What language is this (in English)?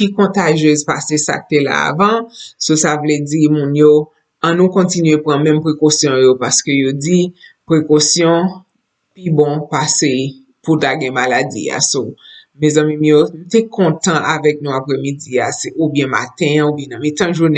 Haitian Creole